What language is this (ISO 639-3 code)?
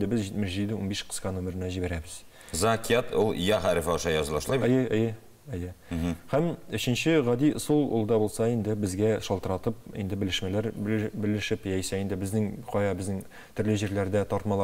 tat